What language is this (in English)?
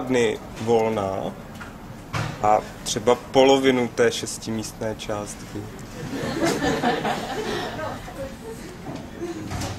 Czech